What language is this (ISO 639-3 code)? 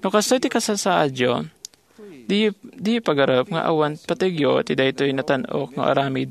ilo